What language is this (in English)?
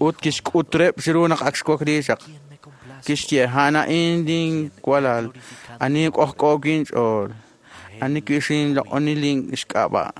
Kekchí